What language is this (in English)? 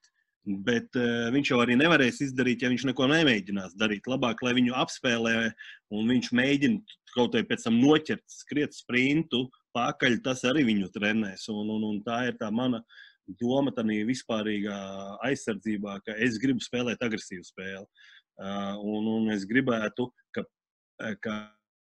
Latvian